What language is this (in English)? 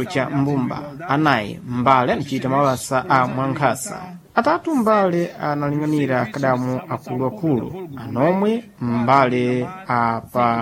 Sena